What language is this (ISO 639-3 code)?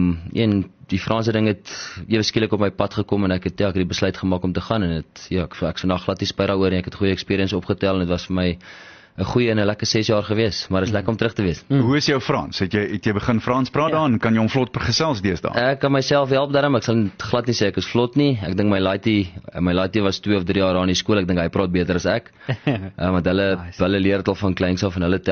afr